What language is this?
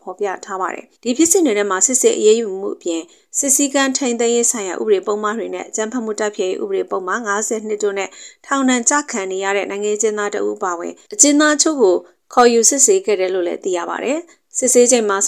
Burmese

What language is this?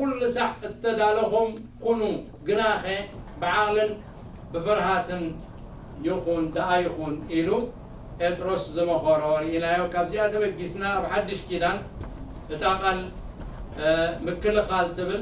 Tigrinya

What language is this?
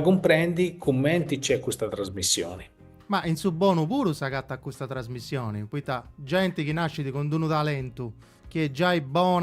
Sardinian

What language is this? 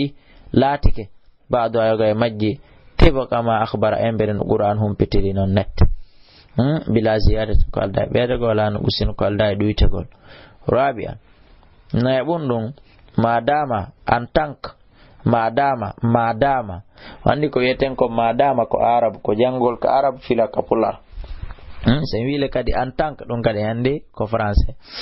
Fula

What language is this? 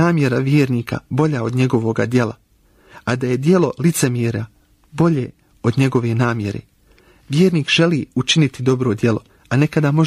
Croatian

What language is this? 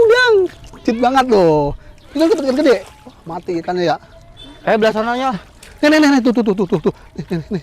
Betawi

